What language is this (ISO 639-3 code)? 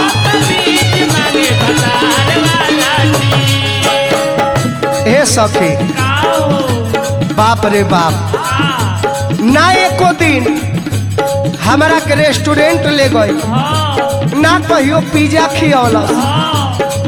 bho